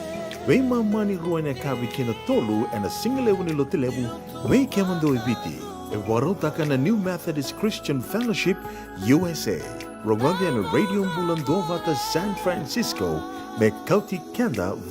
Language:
Fijian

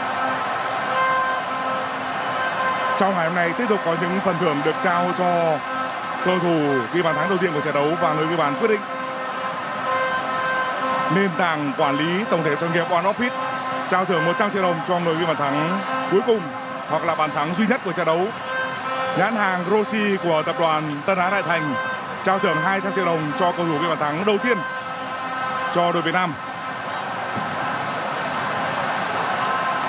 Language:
Vietnamese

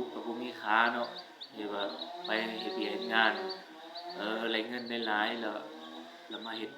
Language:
Northeastern Thai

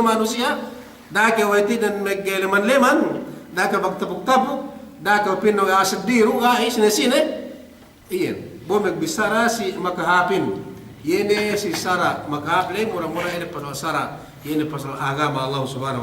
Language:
Yakan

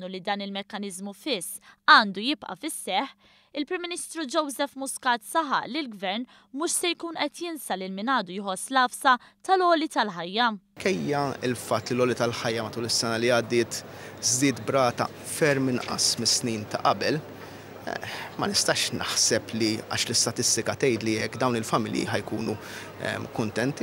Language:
Maltese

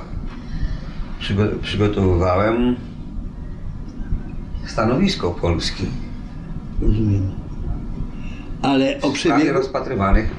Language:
Polish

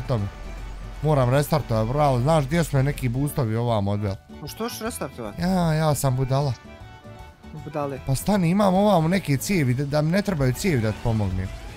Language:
Bosnian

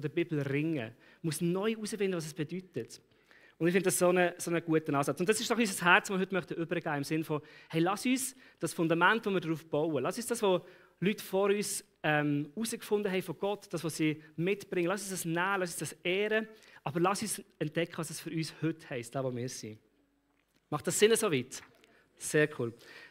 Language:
Swiss German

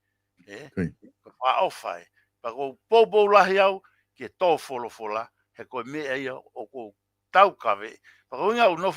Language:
Tongan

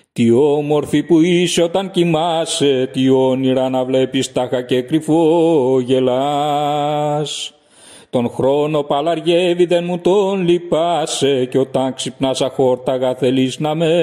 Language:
Greek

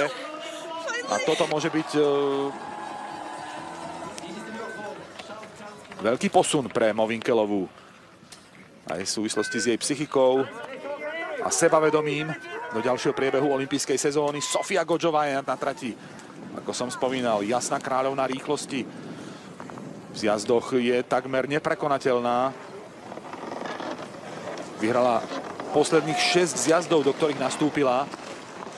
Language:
Slovak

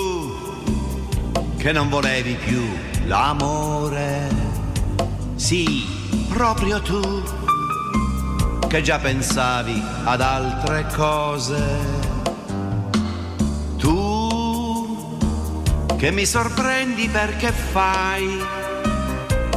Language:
Italian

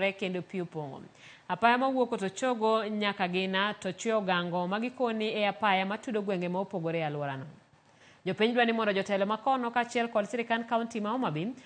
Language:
Luo (Kenya and Tanzania)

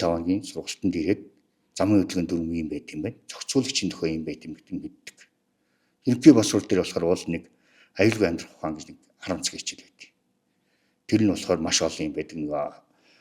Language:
Mongolian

